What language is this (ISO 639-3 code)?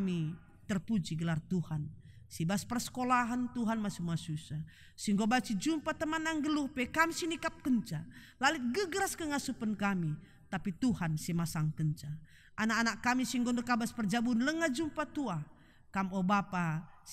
btx